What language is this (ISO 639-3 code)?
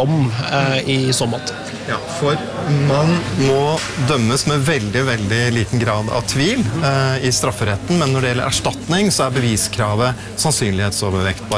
nor